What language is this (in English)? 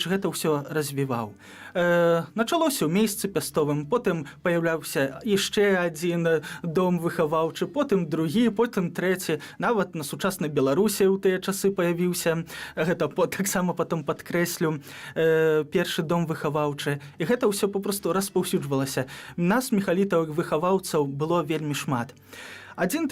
Belarusian